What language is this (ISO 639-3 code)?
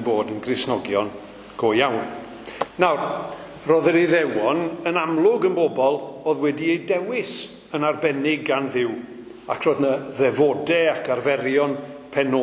cym